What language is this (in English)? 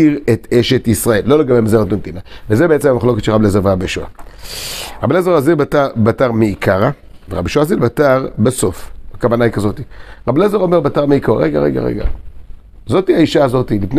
Hebrew